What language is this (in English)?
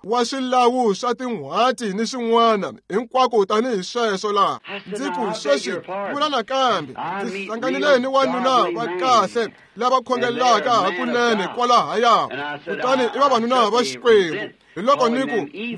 Tsonga